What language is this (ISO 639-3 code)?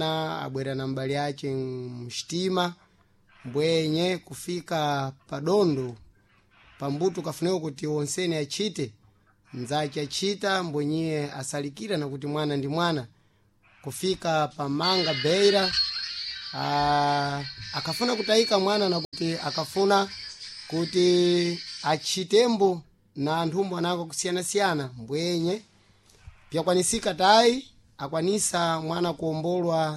seh